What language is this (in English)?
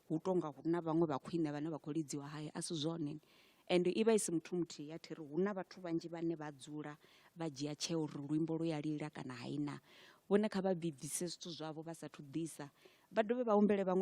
Venda